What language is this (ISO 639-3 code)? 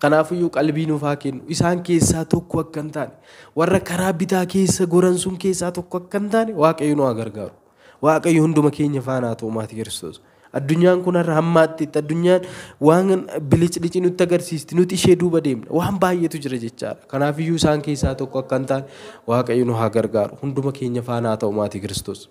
orm